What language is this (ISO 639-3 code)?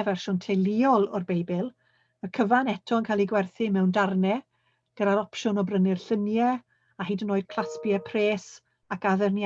cym